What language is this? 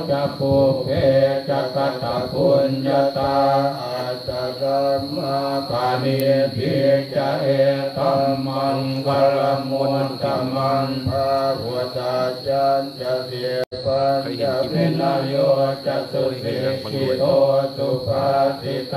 Pali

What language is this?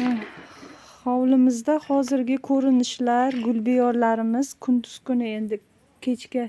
Uzbek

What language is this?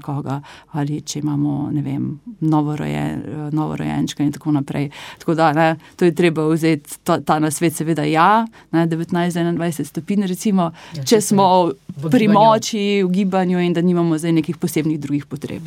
Slovenian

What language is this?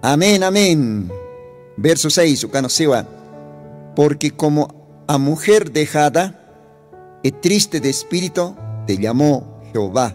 Aymara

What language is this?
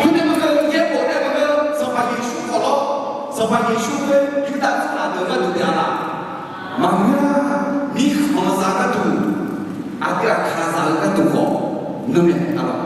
Akha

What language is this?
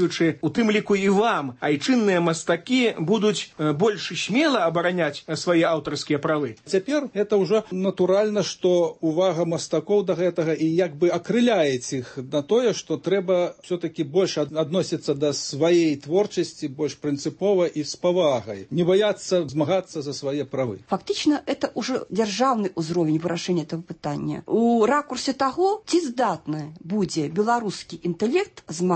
Belarusian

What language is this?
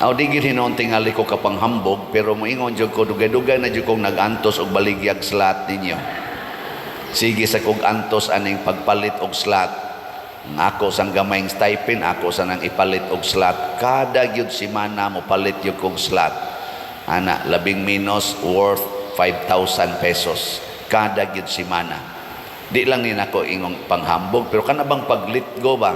Cebuano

